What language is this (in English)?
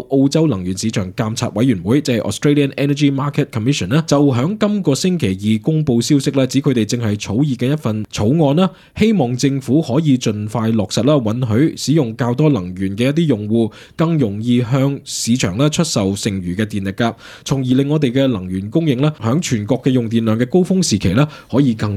Cantonese